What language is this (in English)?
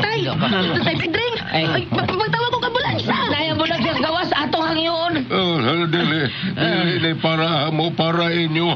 Cebuano